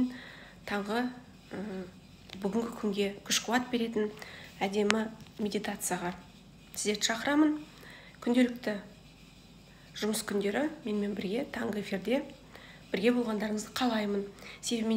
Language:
Kazakh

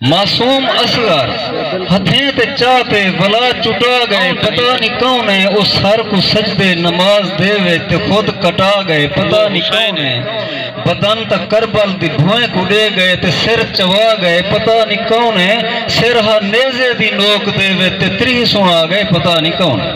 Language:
Saraiki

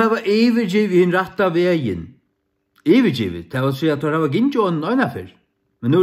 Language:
Faroese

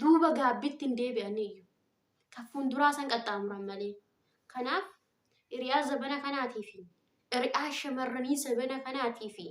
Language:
Oromo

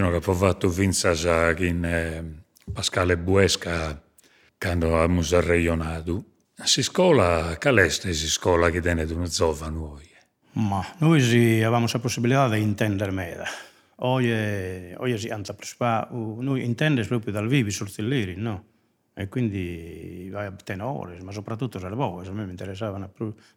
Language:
Sardinian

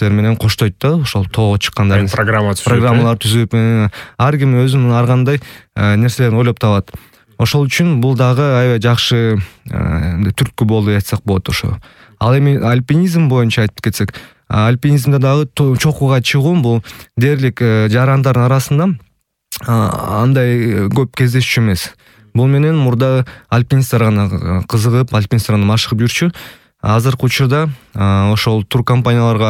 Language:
Kyrgyz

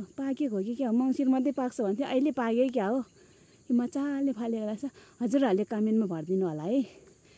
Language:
Nepali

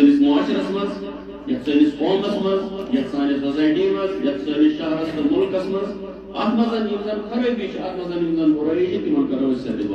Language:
Kashmiri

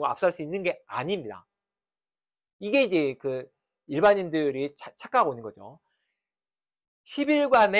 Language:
Korean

